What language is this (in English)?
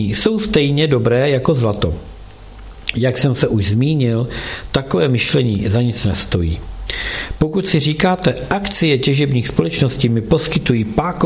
Czech